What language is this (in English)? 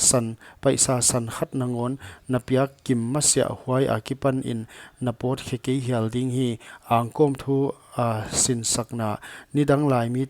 Paite Chin